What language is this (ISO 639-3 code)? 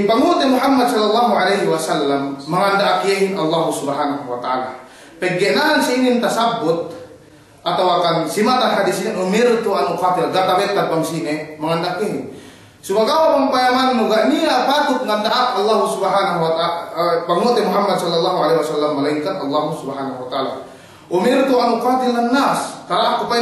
yka